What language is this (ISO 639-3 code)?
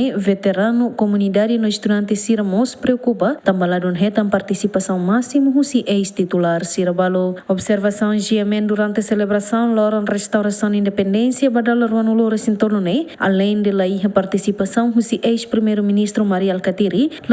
tet